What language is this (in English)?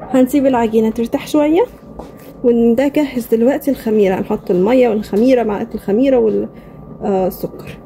Egyptian Arabic